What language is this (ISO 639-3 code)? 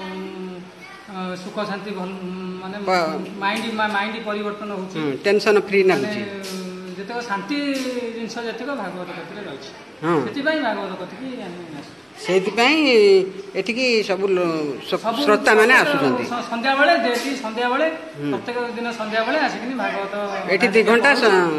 ori